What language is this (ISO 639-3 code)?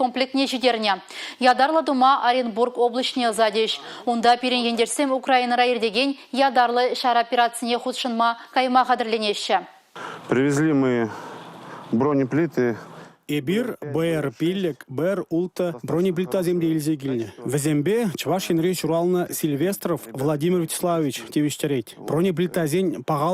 chv